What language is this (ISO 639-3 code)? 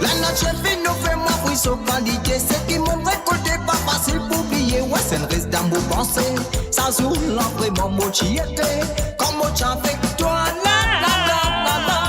mfe